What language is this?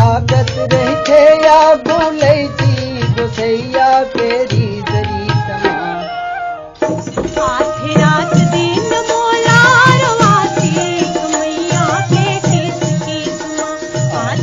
Chhattisgarhi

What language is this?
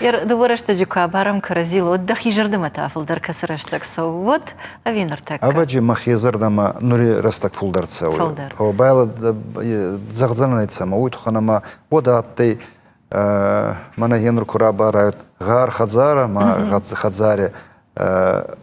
Ossetic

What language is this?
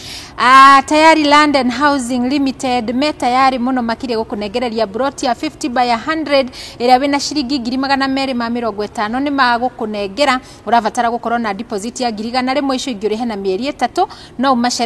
Kikuyu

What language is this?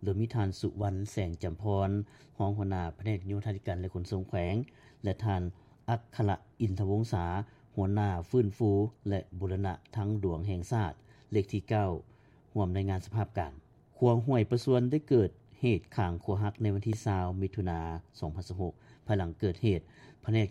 Lao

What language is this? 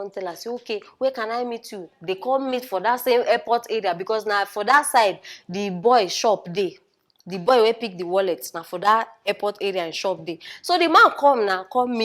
Nigerian Pidgin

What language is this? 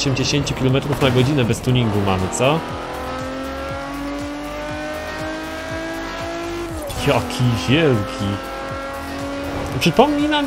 Polish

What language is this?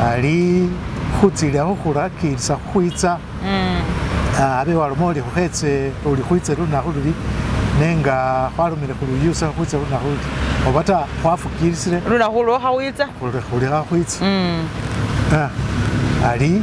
Masaaba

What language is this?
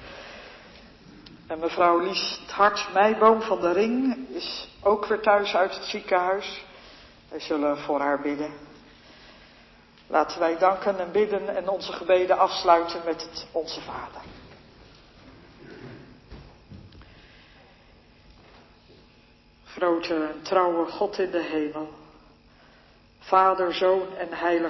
Dutch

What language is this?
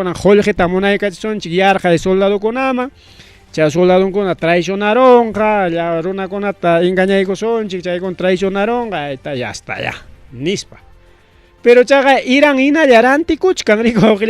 Ayacucho Quechua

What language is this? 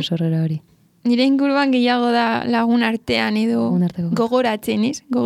Basque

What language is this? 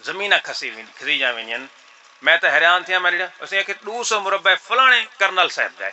Saraiki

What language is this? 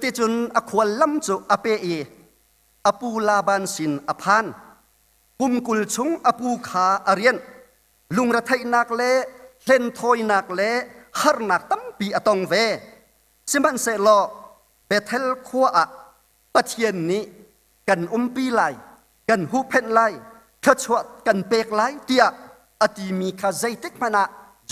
Hakha Chin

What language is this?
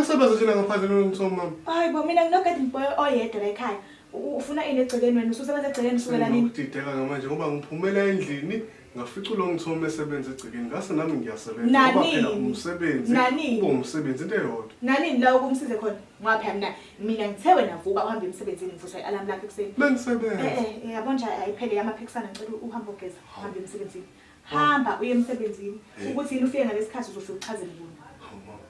Zulu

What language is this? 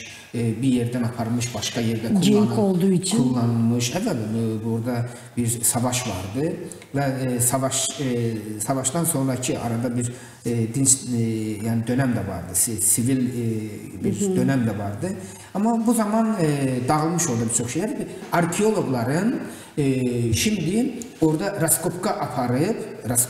Gagauz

